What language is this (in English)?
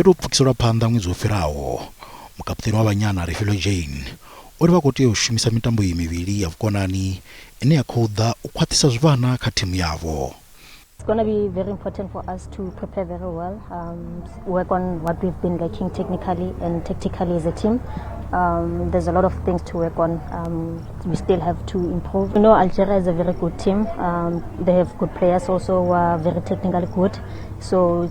Venda